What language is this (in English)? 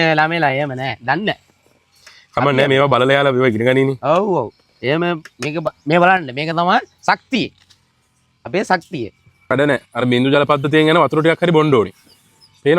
Sinhala